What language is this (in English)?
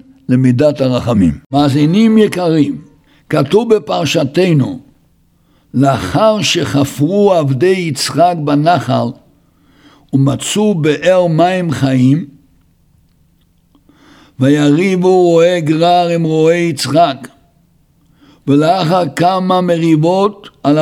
Hebrew